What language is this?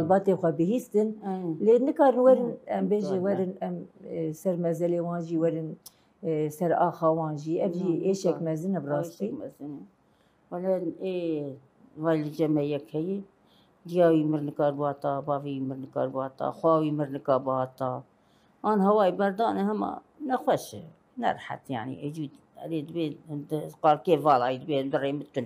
Kurdish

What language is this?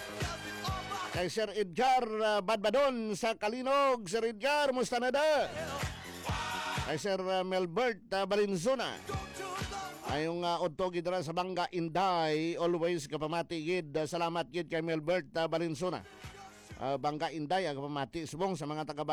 Hiligaynon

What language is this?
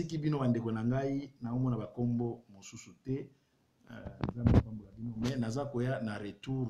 Lingala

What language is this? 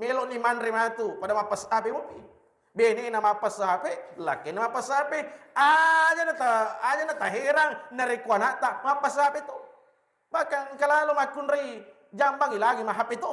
Buginese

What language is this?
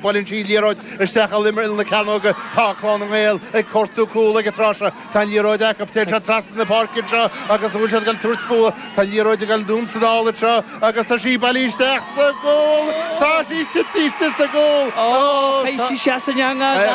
Irish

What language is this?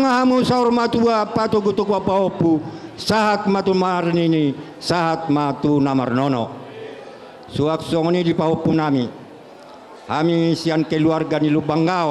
Batak Toba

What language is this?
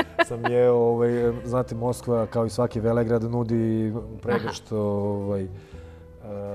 Serbian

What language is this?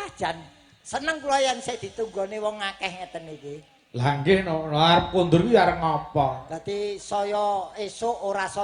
Javanese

